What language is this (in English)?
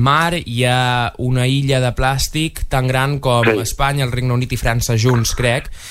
Catalan